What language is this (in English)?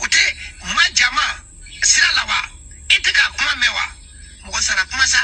Bambara